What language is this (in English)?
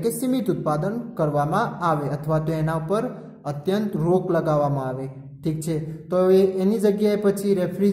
Gujarati